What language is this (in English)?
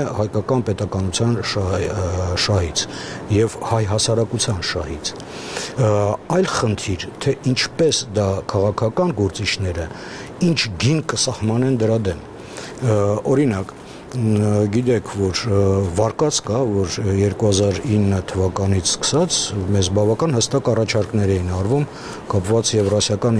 Armenian